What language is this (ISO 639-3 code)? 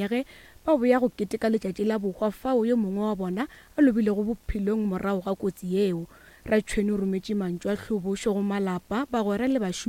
nso